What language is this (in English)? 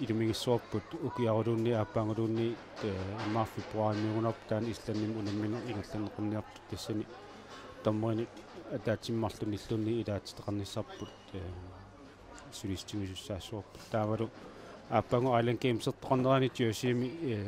Kalaallisut